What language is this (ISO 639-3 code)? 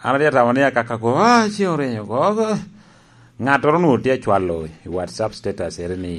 laj